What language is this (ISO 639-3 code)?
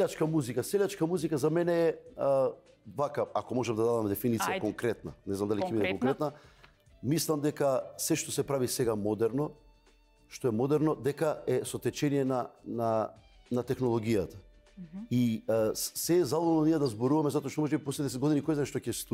mkd